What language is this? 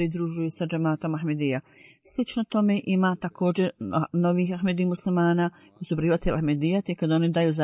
Bosnian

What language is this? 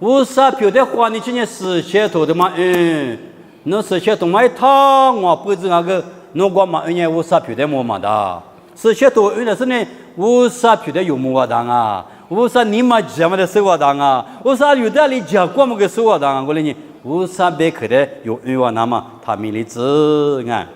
Lisu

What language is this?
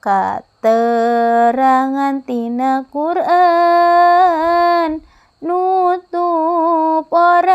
Sundanese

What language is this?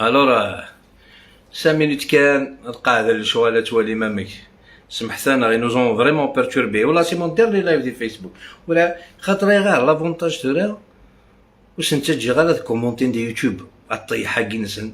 Algerian Arabic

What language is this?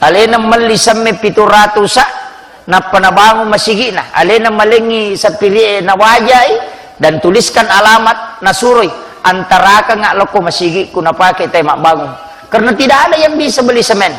Buginese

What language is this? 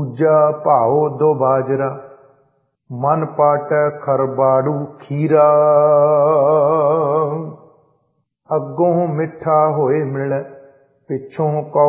Punjabi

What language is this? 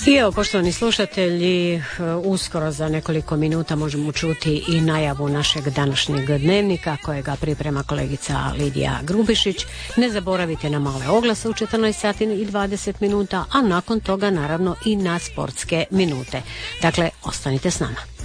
Croatian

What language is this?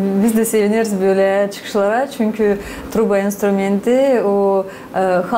Gagauz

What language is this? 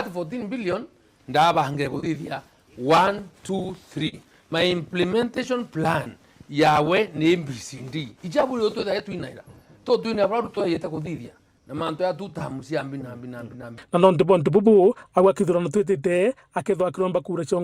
Meru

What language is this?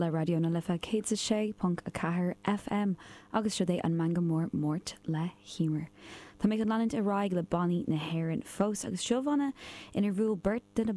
Irish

